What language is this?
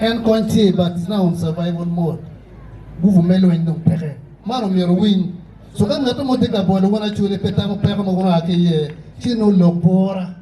Acoli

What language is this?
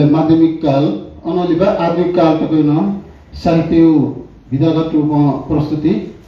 Newari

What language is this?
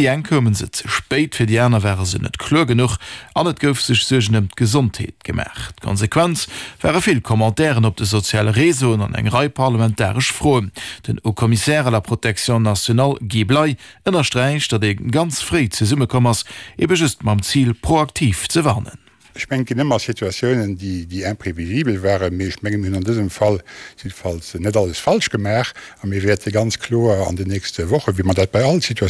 Luxembourgish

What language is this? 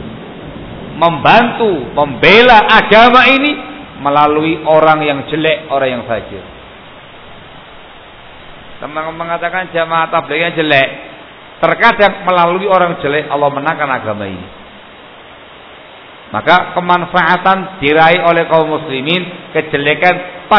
Indonesian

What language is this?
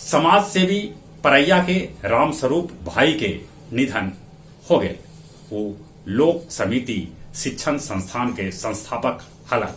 Magahi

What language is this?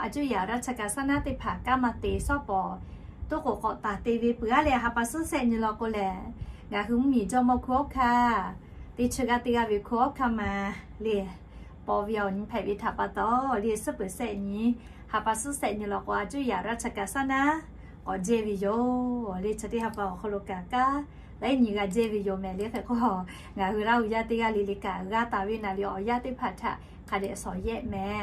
Lahu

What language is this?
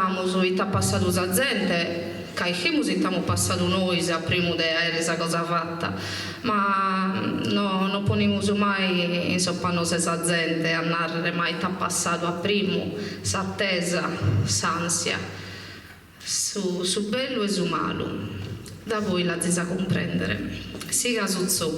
Sardinian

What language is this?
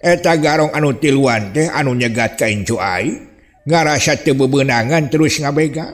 Sundanese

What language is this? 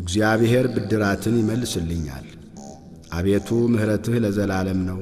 Amharic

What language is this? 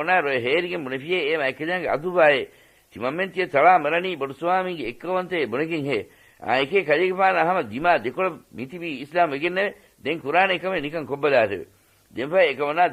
Divehi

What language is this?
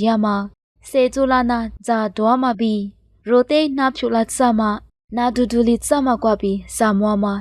Lisu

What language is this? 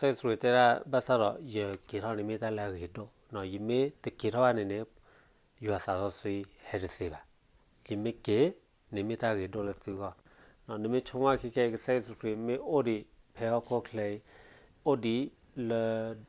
S'gaw Karen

